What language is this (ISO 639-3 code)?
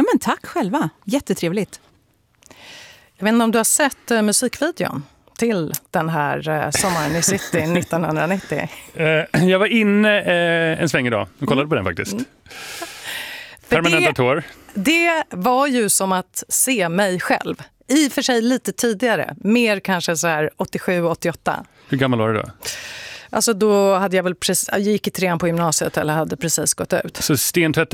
swe